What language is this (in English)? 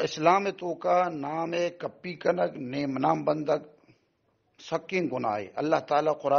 Baluchi